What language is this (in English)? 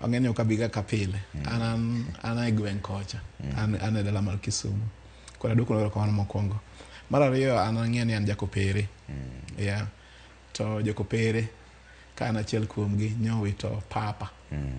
Luo (Kenya and Tanzania)